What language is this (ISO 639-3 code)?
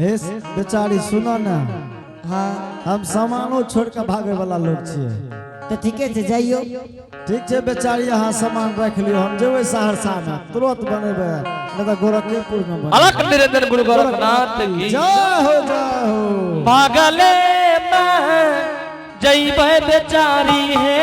anp